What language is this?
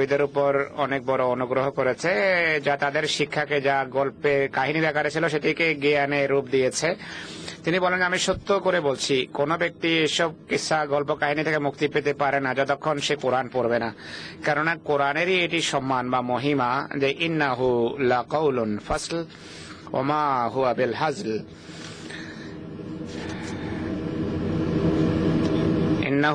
Bangla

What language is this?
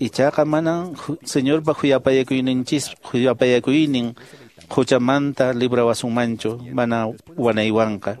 Quechua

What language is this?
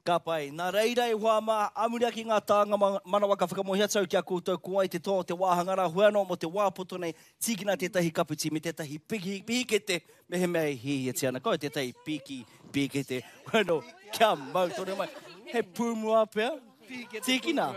Māori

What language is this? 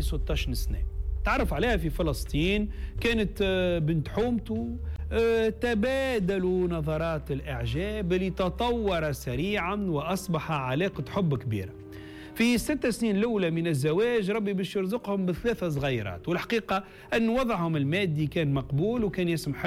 Tunisian Arabic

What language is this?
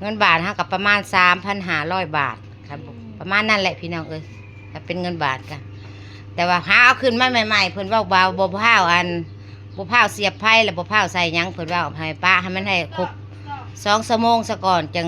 Northeastern Thai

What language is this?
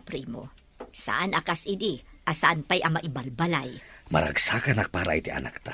Iloko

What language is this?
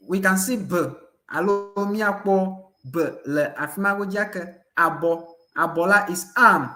Ewe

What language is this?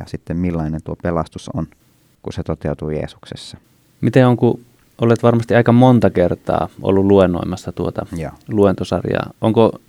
Finnish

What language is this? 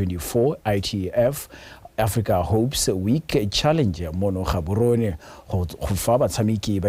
Tswana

